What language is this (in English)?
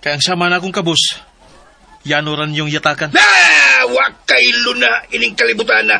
Cebuano